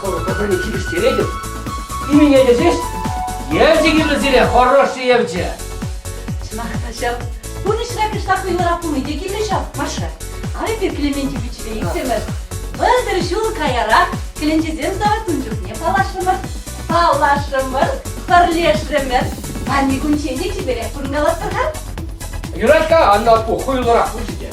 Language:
Chuvash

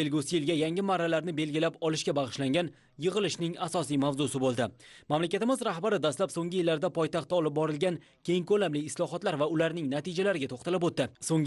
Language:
Uzbek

